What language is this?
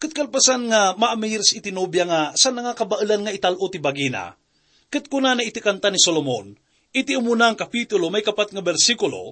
Iloko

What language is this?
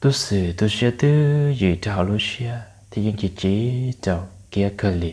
Hmong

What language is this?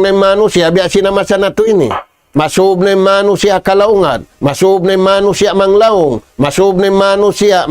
Tausug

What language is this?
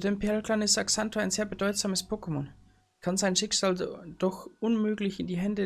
Bavarian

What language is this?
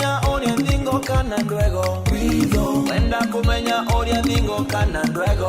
Meru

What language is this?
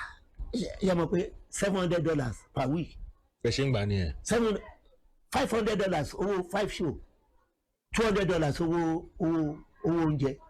Yoruba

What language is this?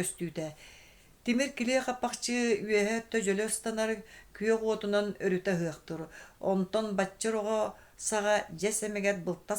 Yakut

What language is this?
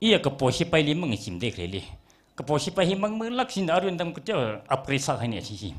Tangkhul Naga (India)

